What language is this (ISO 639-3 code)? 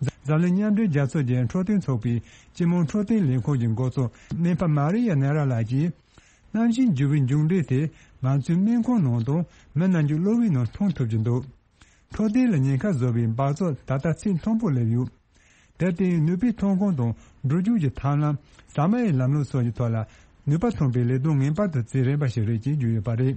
bod